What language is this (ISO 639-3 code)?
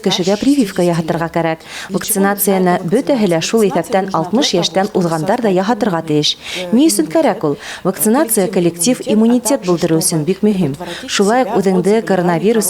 bak